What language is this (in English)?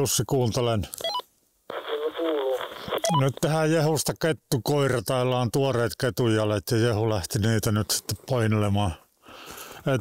Finnish